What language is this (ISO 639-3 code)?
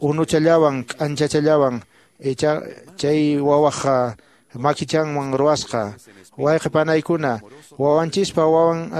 que